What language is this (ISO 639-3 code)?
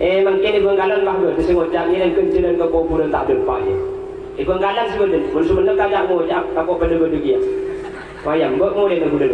mad